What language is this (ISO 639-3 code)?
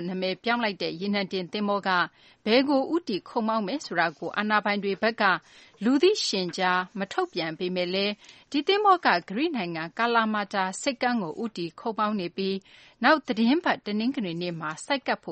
mya